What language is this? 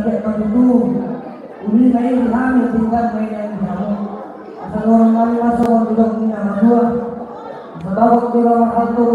Batak Toba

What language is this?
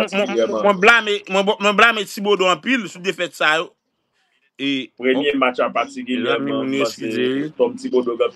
Haitian Creole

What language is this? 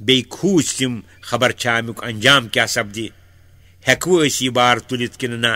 Kashmiri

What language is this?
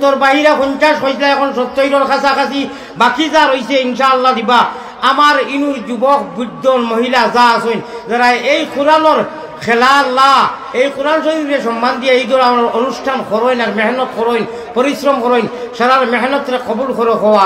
Sylheti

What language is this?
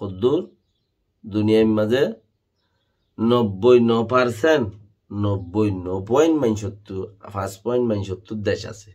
Rohingya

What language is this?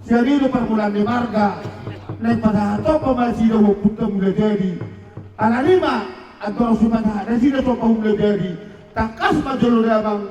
Batak Toba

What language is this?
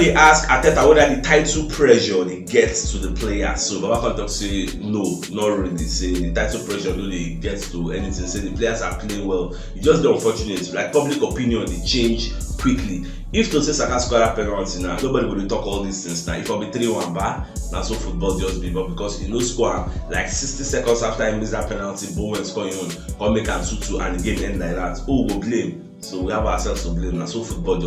Nigerian Pidgin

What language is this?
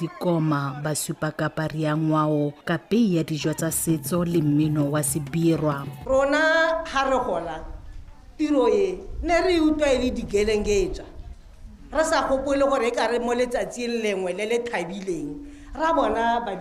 Tswana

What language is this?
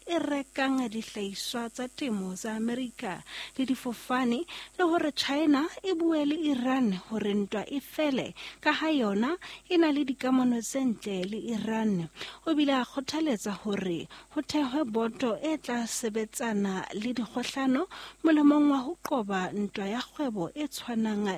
Southern Sotho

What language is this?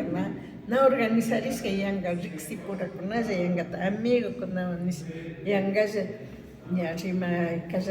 Imbabura Highland Quichua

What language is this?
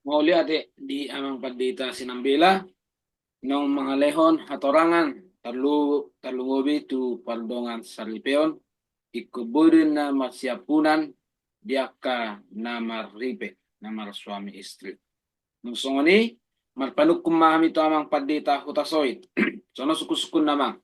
Batak Toba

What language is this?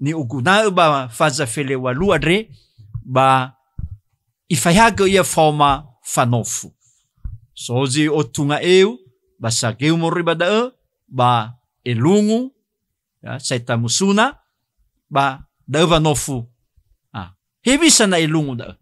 Nias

